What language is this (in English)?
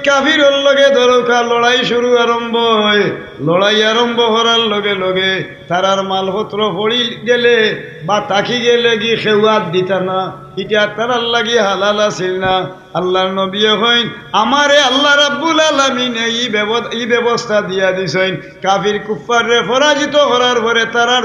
Sylheti